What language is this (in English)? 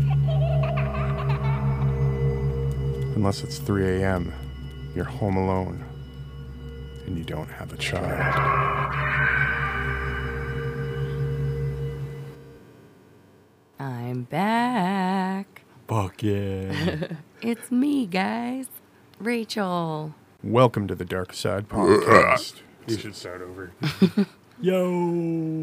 English